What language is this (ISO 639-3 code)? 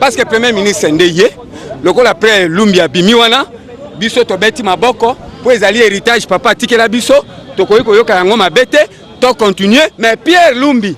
lin